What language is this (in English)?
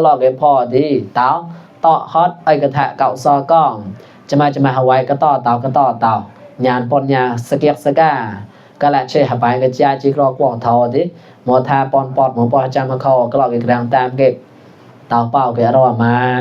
Mon